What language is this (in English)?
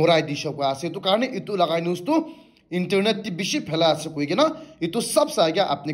Naga Pidgin